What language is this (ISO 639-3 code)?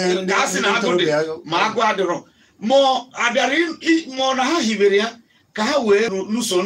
ibo